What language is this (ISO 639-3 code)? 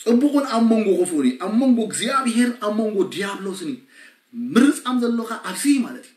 tir